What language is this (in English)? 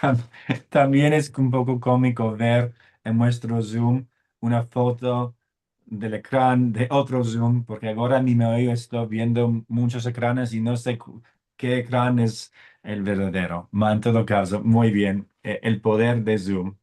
Ladino